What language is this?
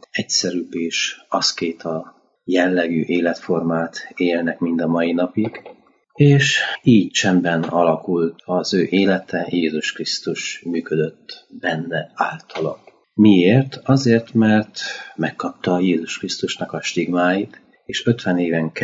Hungarian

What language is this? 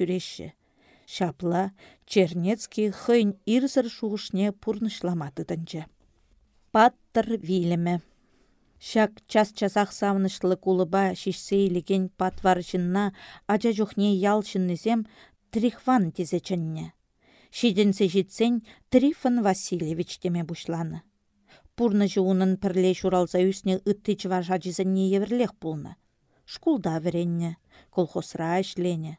Chuvash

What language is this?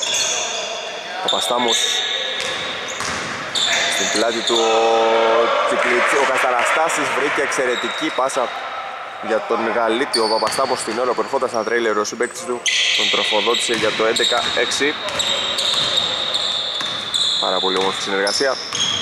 Greek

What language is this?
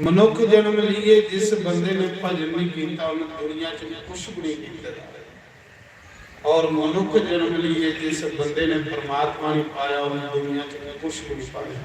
Dogri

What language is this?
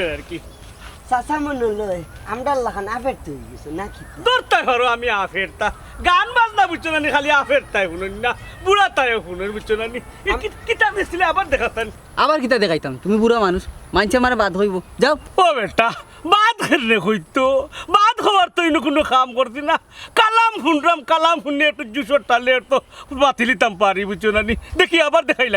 Sylheti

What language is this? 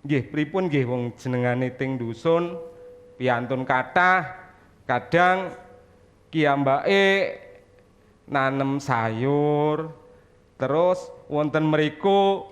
Javanese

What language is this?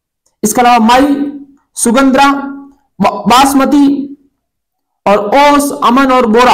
Hindi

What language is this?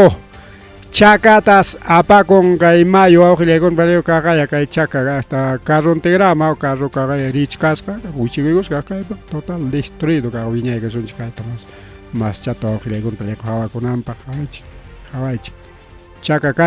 Ayacucho Quechua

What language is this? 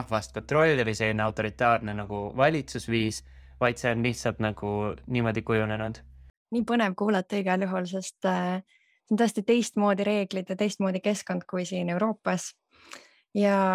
Estonian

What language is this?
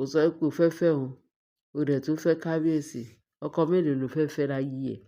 Yoruba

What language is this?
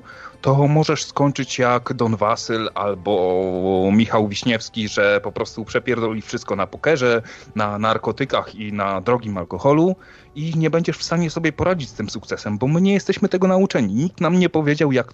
Polish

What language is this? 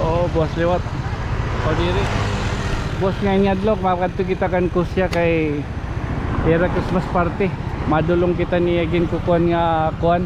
Waray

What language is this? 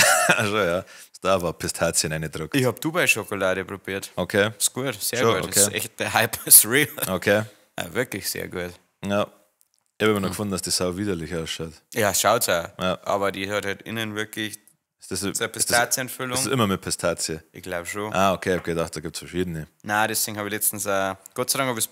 Bavarian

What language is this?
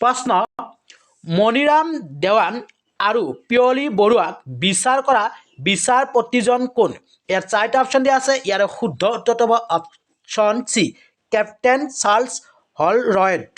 Assamese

